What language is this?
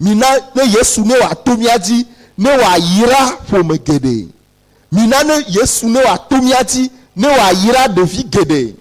Ewe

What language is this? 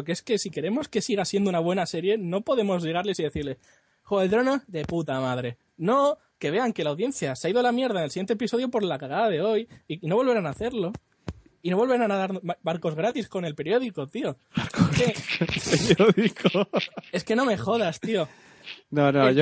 Spanish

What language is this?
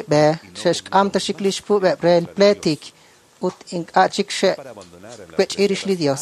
Kekchí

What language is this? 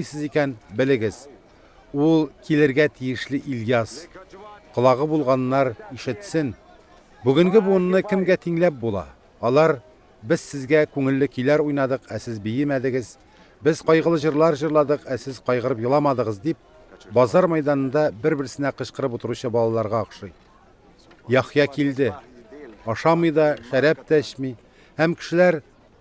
Tatar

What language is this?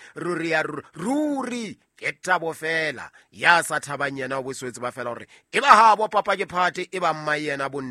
Southern Sotho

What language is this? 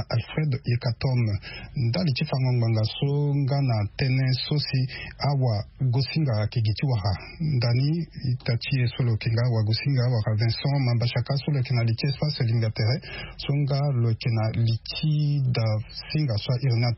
Sango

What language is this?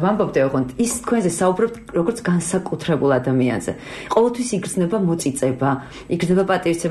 Georgian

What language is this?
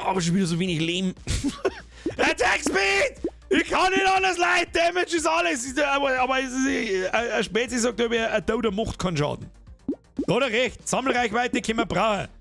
Bavarian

